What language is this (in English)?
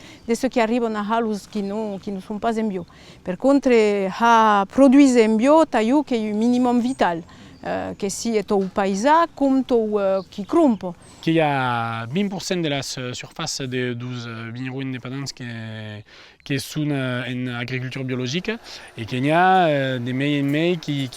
Occitan